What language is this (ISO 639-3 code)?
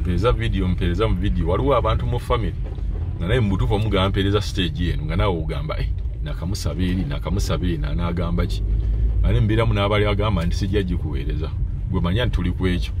lug